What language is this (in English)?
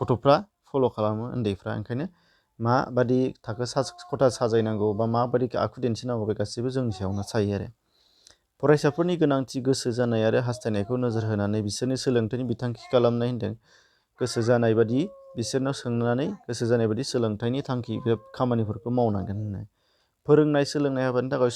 Bodo